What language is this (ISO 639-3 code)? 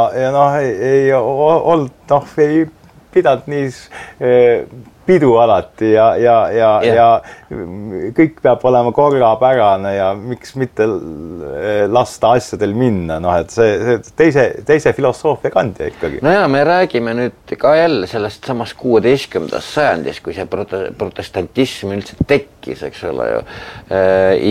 est